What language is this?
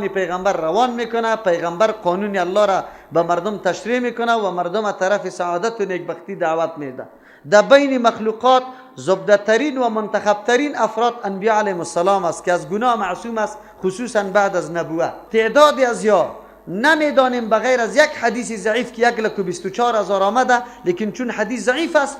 Persian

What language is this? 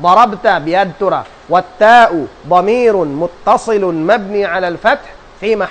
Tausug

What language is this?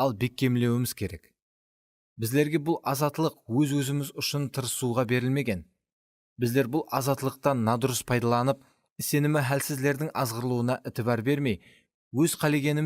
Kara-Kalpak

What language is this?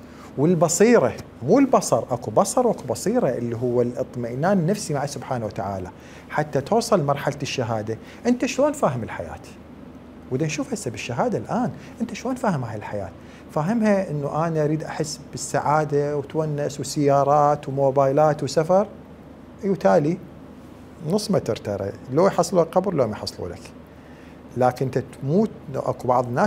Mesopotamian Arabic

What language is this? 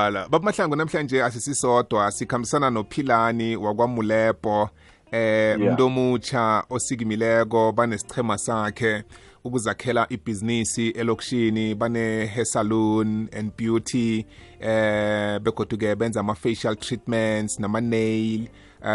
South Ndebele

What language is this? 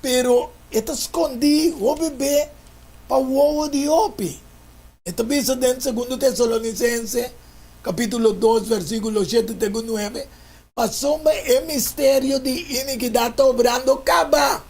Papiamento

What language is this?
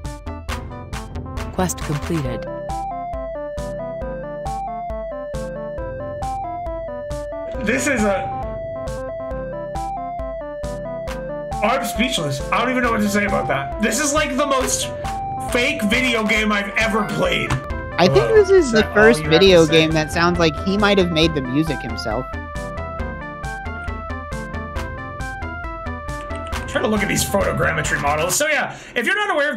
English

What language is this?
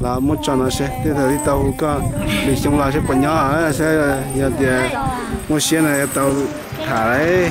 Hmong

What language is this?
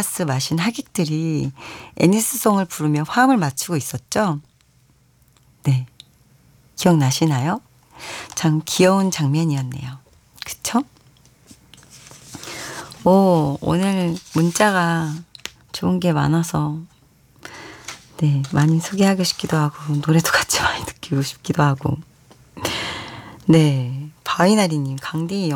Korean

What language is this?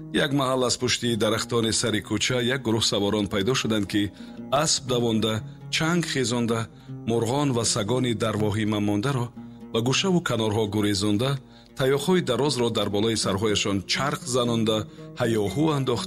Tajik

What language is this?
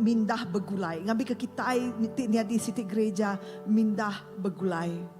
Iban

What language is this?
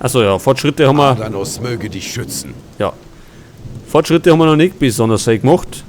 Bavarian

